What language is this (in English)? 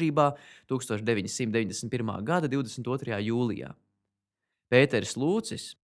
Latvian